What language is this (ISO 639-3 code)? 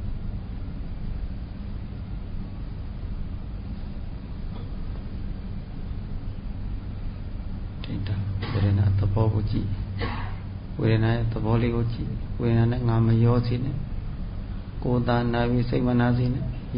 mya